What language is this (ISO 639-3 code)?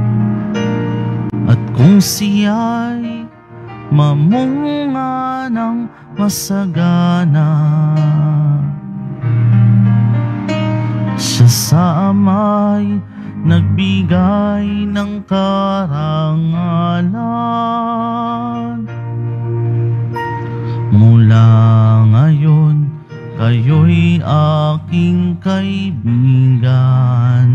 fil